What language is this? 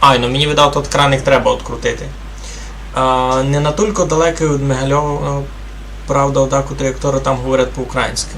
Rusyn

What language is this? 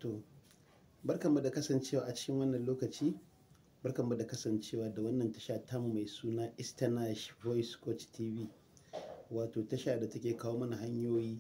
Hausa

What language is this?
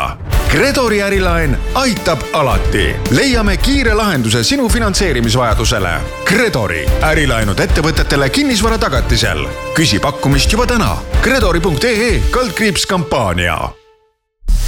Estonian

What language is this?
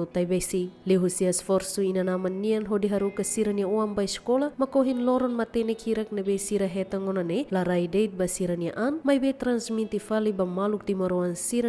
Tetum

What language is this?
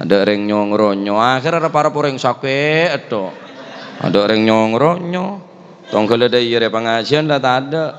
Madurese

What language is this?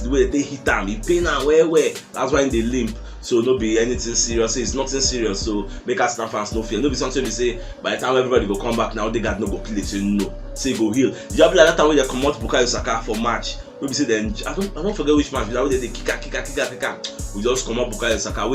Nigerian Pidgin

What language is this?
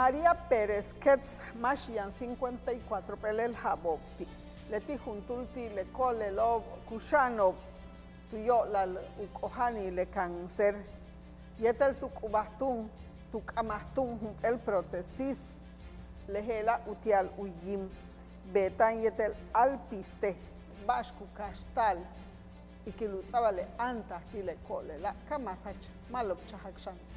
Yucateco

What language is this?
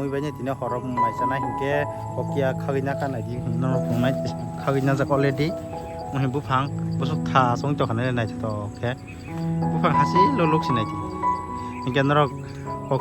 Kok Borok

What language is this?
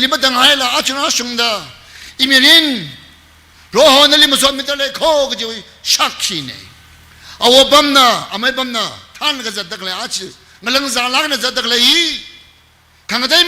Tangkhul Naga (India)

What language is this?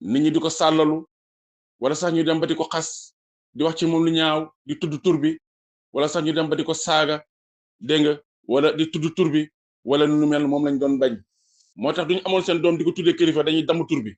Wolof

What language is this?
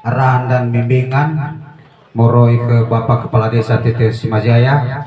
Nias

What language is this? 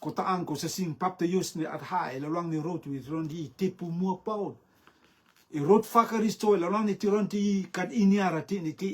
Rotuman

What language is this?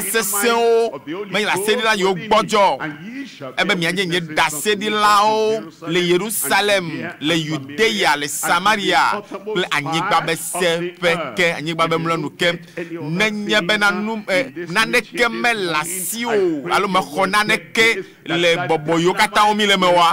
Ewe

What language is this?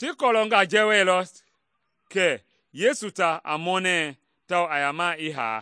Mende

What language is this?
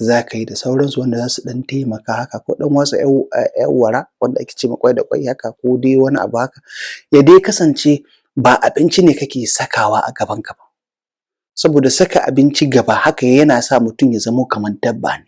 Hausa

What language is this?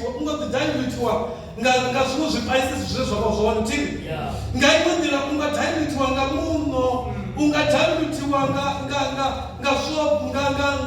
Venda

